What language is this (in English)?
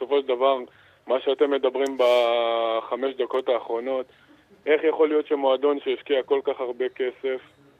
Hebrew